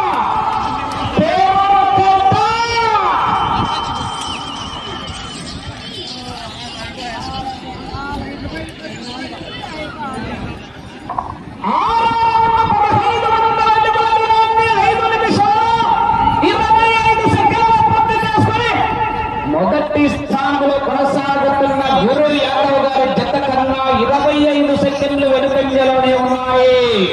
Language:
Telugu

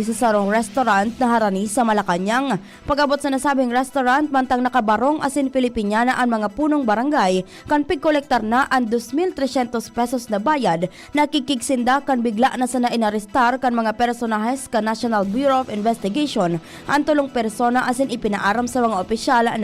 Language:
Bikol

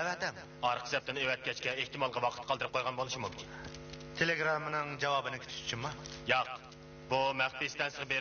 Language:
Uyghur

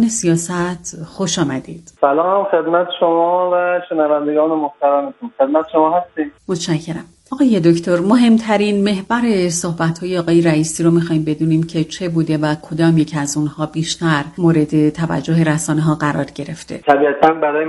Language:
Persian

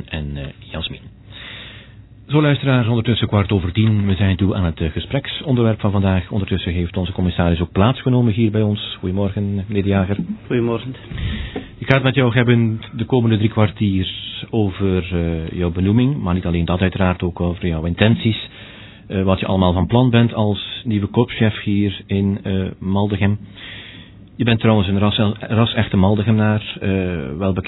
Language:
Dutch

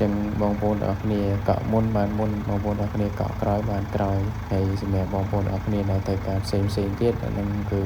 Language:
Khmer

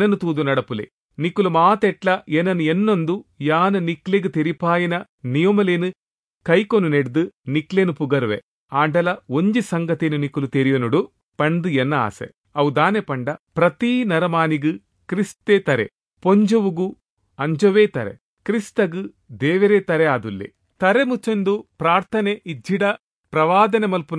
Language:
Tulu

